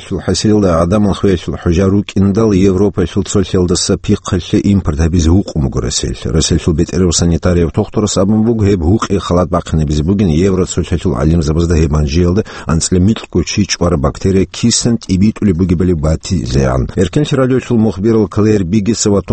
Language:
Avaric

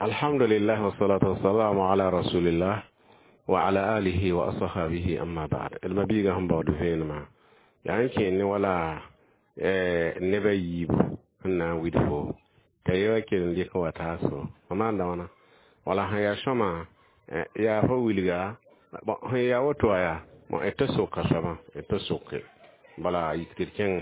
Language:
Mossi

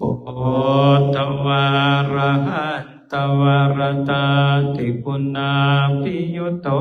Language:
Pali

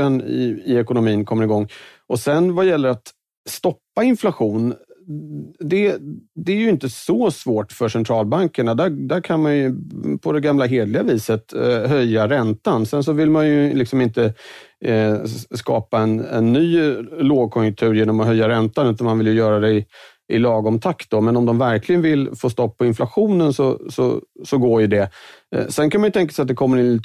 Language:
Swedish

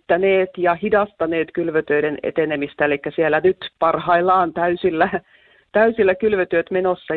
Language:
Finnish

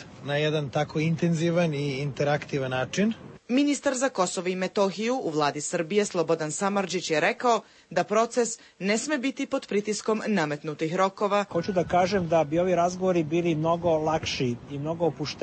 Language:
Serbian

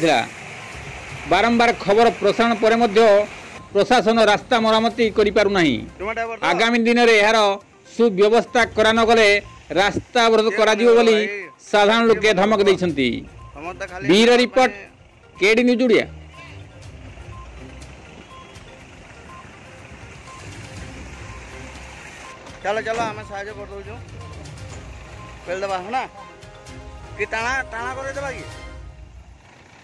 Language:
Odia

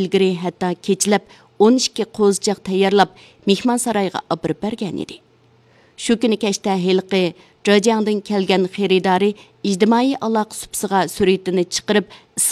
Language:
Uyghur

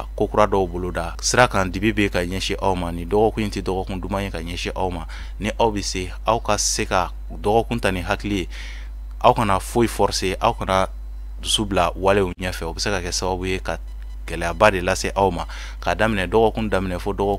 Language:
Bambara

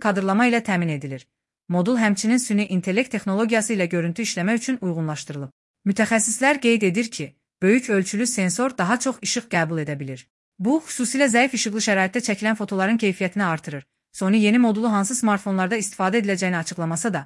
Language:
Azerbaijani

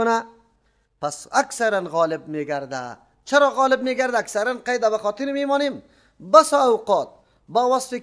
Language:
Persian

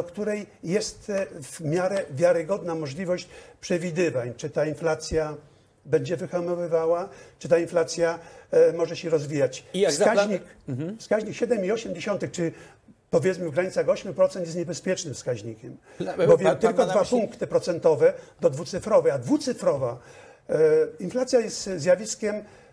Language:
Polish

